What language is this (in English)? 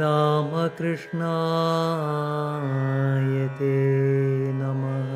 Sanskrit